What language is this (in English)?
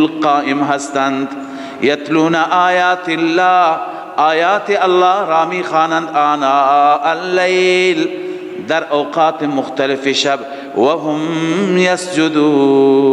Persian